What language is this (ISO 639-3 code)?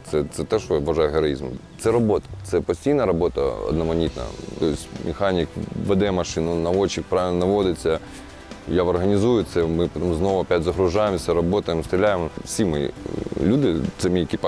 ukr